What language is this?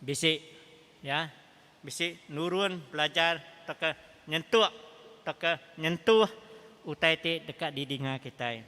Iban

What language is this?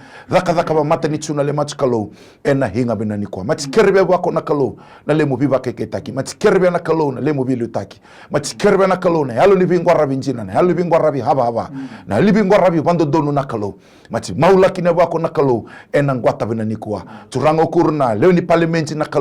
Fijian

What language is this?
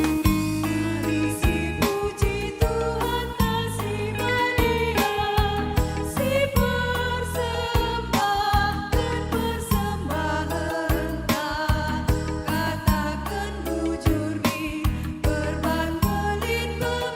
Batak Karo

